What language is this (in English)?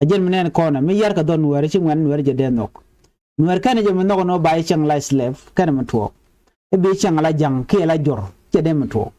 Nuer